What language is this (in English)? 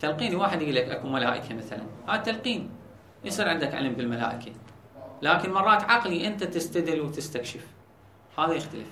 Mesopotamian Arabic